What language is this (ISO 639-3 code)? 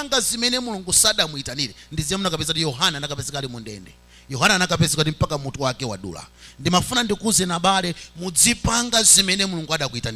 nya